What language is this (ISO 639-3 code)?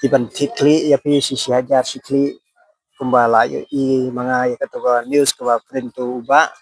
kha